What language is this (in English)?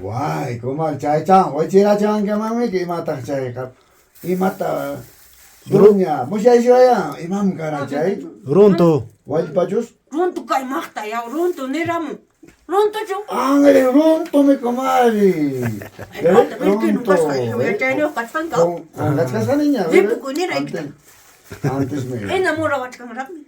Ayacucho Quechua